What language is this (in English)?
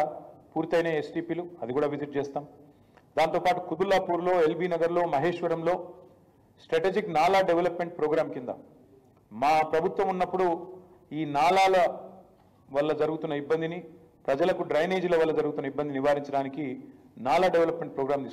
Telugu